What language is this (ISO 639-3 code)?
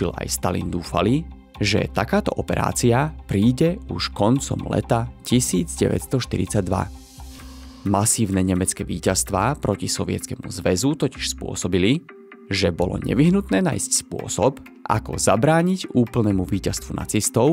slk